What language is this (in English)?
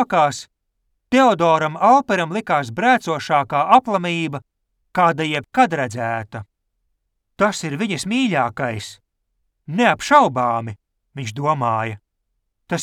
Latvian